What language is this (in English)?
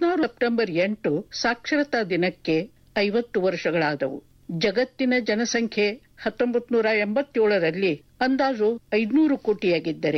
Kannada